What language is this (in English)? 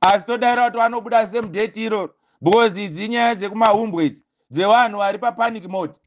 Shona